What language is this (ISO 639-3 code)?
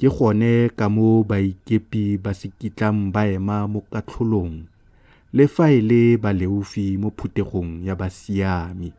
tsn